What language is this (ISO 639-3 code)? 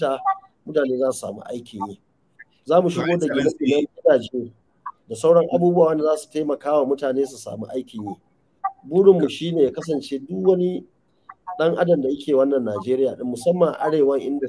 hau